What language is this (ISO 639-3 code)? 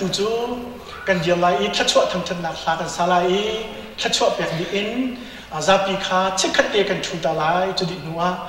cnh